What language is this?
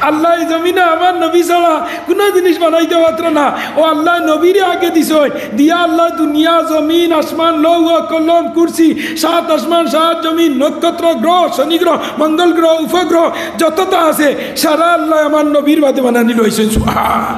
Sylheti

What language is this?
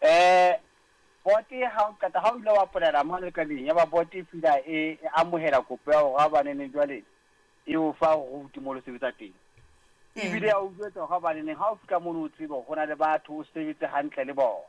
Southern Sotho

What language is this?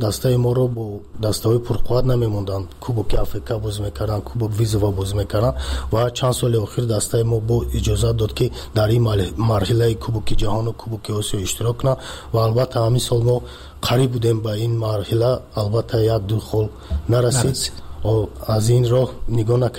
Persian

